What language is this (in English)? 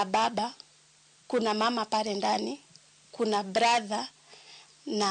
Luo (Kenya and Tanzania)